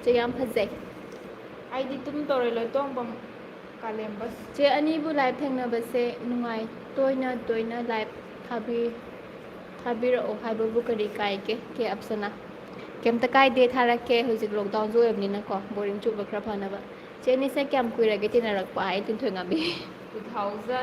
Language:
Manipuri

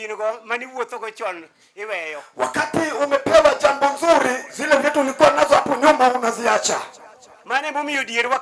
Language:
Luo (Kenya and Tanzania)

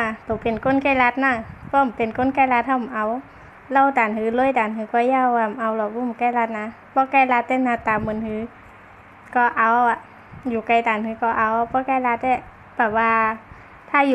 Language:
Shan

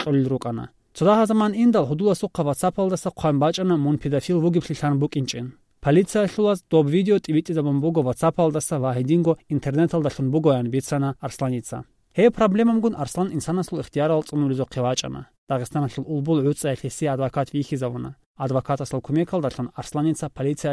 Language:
Avaric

